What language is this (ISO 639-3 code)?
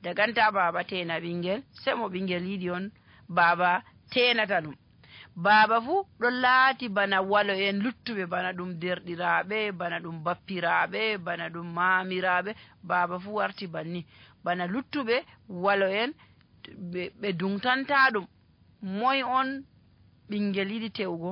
fuv